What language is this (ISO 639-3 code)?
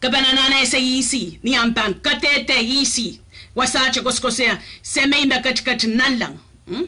pon